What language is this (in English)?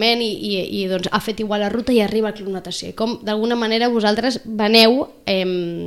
Catalan